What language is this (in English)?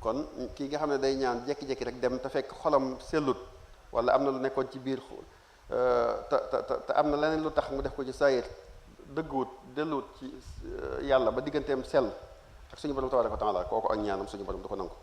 Wolof